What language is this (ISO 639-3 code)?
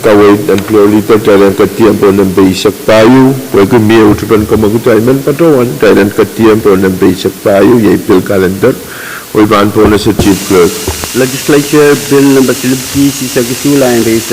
pon